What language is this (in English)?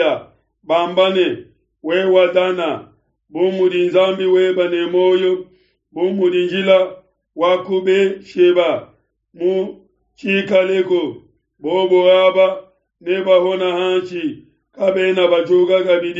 Luba-Lulua